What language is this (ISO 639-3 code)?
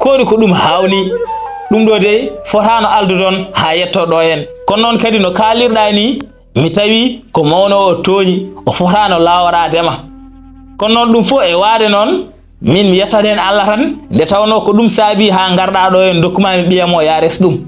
ful